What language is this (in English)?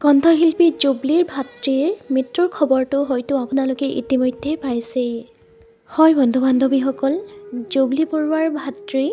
Assamese